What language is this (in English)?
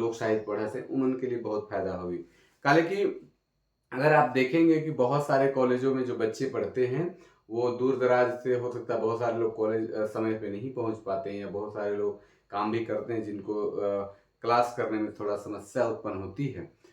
Sadri